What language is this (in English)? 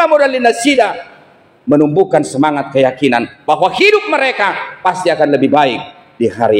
Batak Toba